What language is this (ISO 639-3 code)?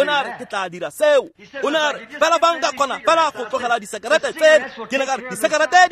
tsn